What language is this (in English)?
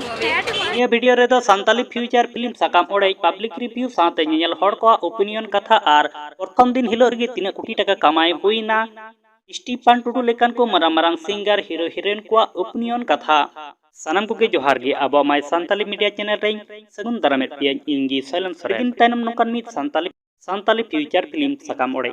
Santali